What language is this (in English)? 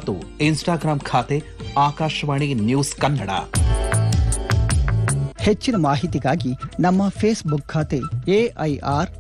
Kannada